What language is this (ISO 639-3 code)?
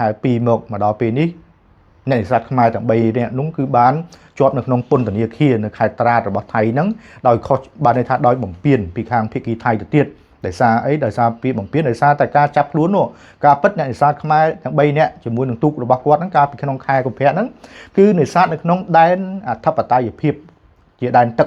khm